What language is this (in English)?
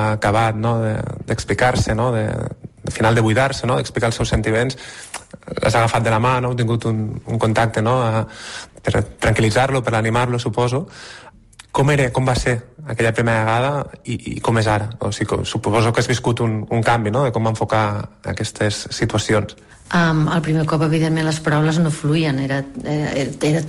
Catalan